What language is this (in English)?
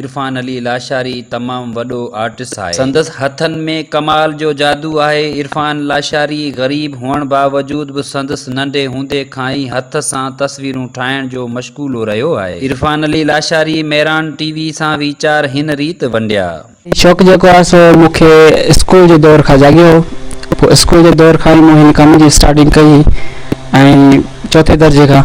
Sindhi